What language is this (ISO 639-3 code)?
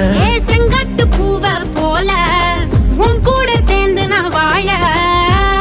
tam